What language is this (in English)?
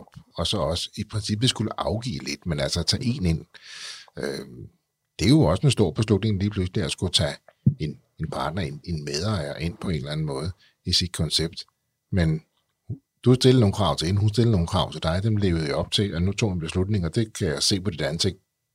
Danish